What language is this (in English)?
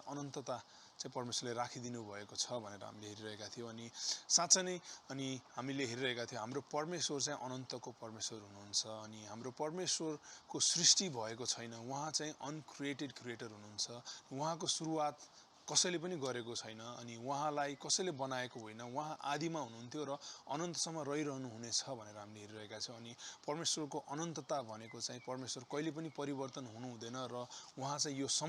Nepali